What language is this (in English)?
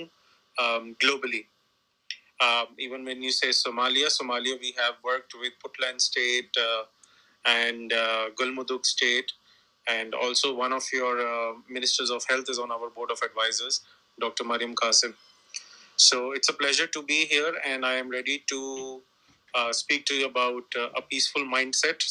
English